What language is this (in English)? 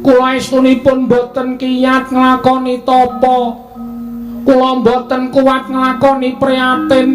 Javanese